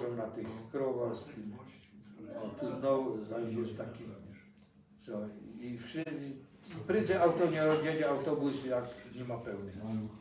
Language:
Silesian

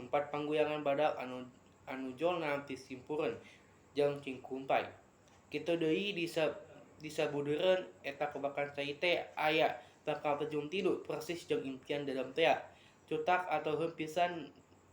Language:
Sundanese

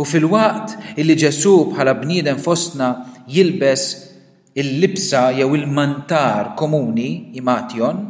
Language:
Maltese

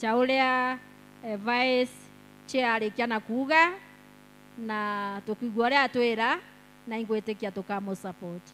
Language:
Meru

